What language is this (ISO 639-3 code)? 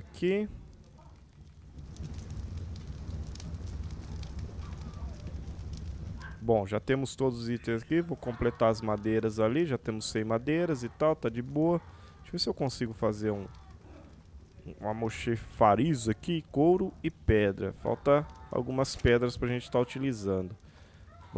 por